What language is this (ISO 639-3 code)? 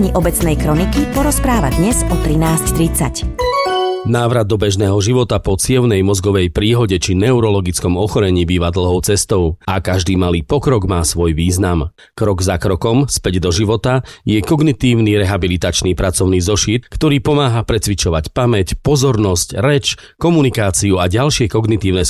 slk